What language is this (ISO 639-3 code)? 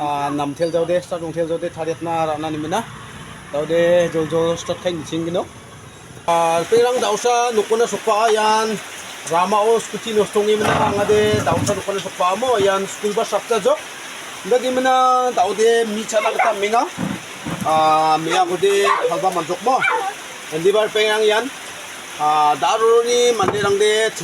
grt